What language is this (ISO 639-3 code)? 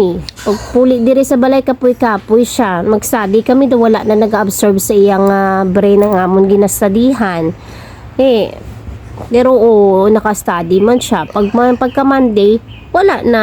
hil